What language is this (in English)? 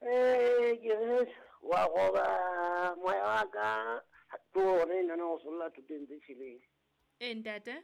Southern Sotho